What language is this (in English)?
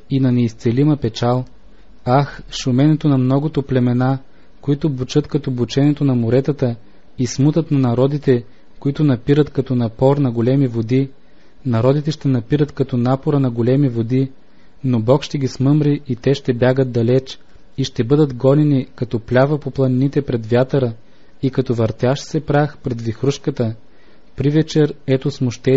Bulgarian